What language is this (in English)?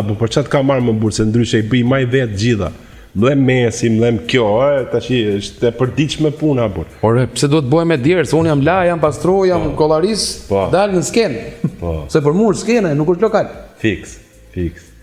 Albanian